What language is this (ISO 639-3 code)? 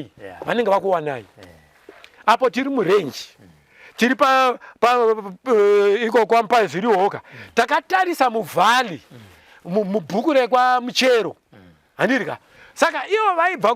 sna